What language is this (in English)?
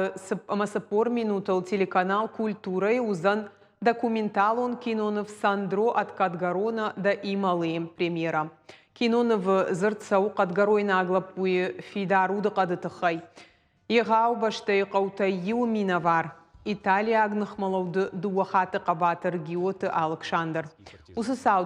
Ossetic